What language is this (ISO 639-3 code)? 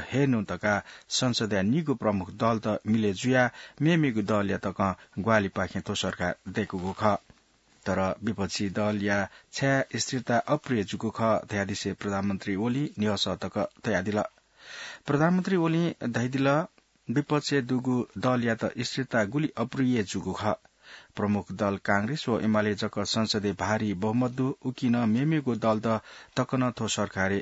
new